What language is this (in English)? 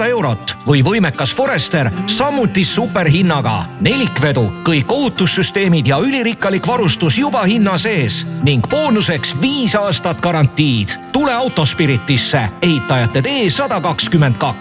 Estonian